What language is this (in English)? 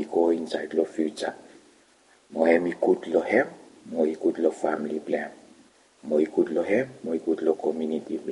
Bislama